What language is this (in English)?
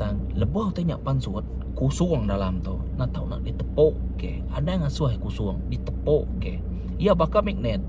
Iban